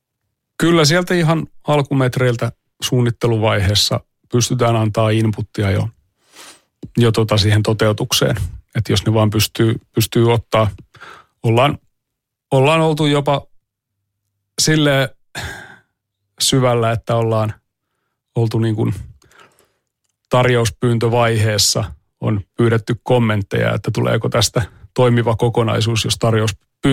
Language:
Finnish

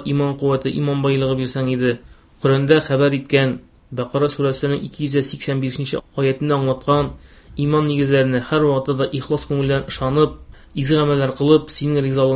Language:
Tatar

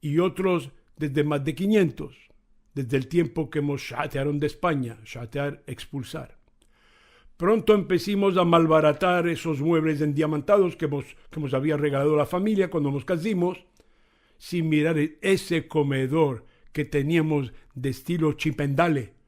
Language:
Ladino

